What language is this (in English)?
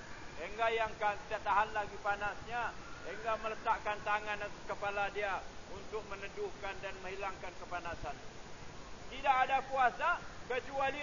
Malay